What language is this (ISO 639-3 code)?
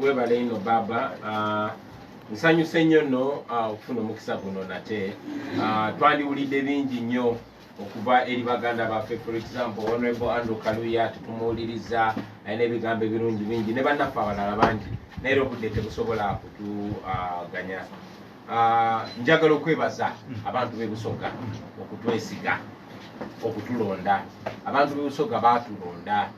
lug